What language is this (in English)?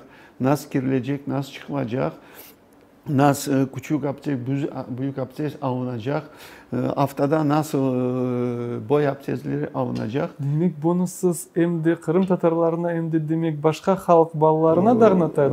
Crimean Tatar